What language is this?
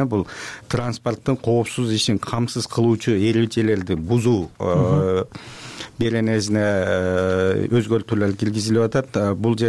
Kyrgyz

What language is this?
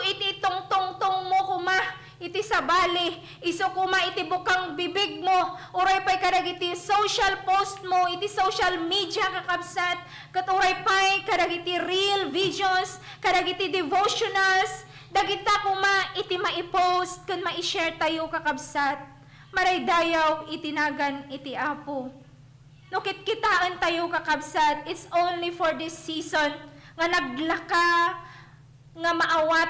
Iloko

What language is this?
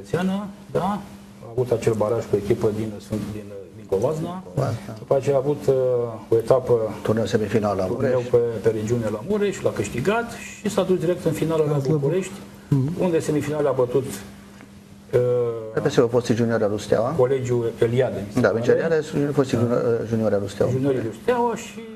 Romanian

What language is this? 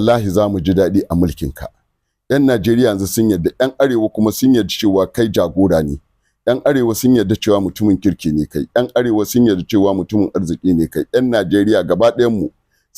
Hausa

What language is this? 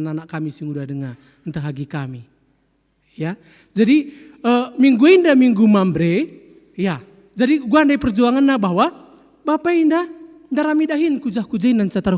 Batak Karo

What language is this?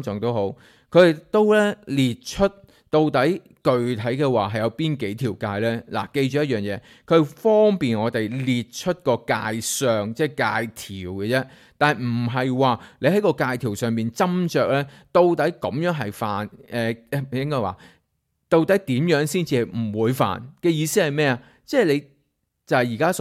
Cantonese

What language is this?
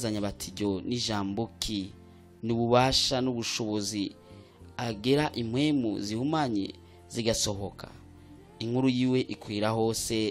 Rundi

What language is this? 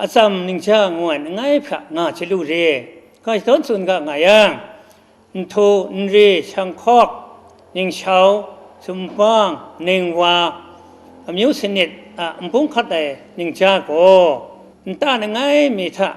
Kachin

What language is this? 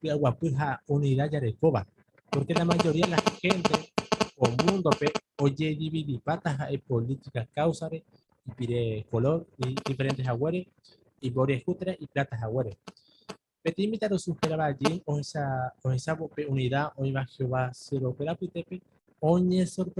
Guarani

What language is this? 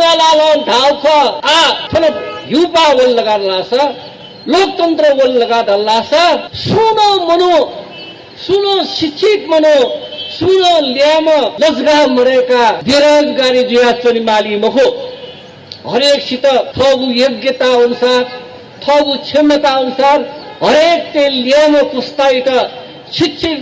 Newari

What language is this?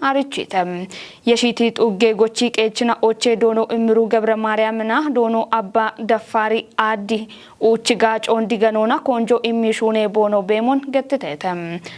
Kafa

